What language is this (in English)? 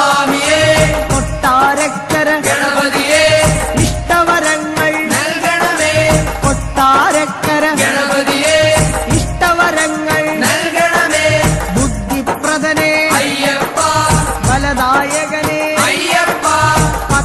Malayalam